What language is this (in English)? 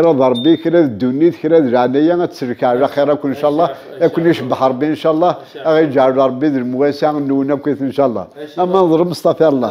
Kabyle